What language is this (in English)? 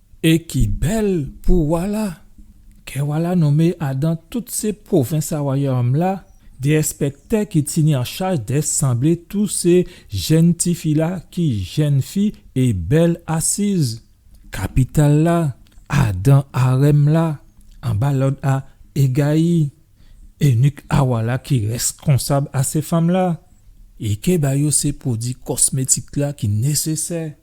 Guadeloupean Creole French